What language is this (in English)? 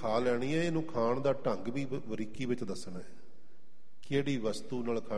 Punjabi